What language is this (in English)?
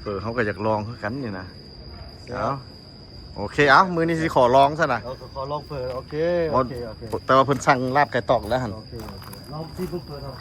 Lao